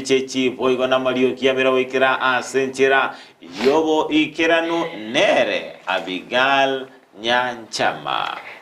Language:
Gusii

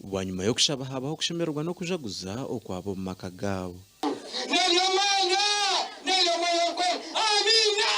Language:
Nyankole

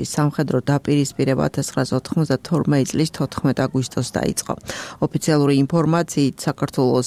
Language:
Georgian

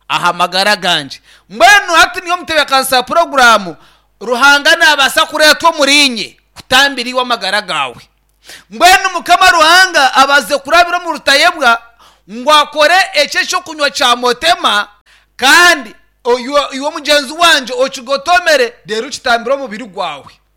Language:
Nyankole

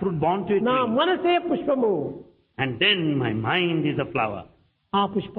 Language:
Telugu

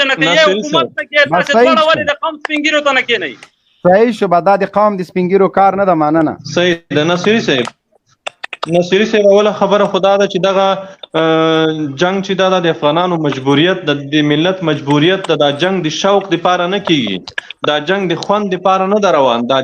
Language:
Pashto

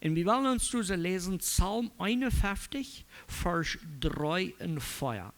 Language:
Plautdietsch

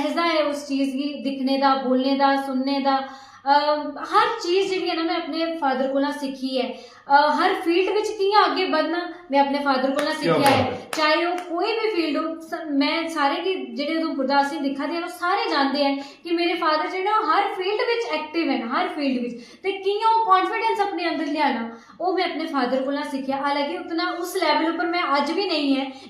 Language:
Dogri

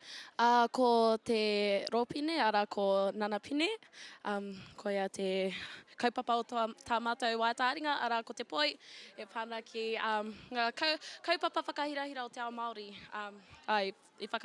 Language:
Māori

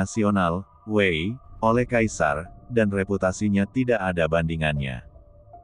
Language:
Indonesian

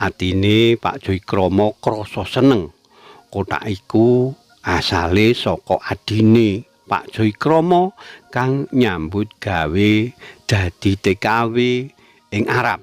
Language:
Javanese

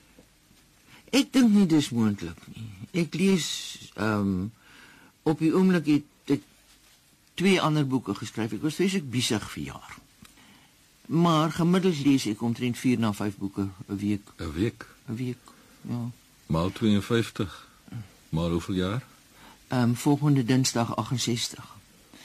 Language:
Afrikaans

